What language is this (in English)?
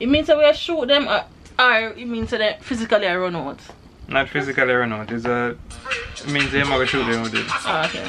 Jamaican Creole English